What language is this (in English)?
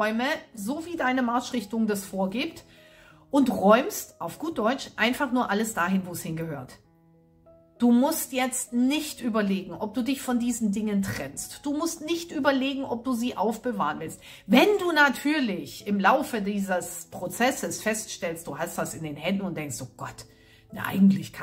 German